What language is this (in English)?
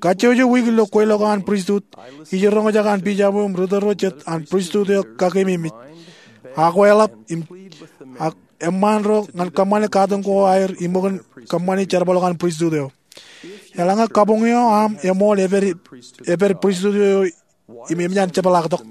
Marshallese